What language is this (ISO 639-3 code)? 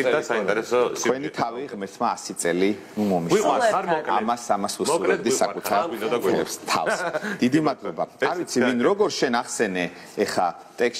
kat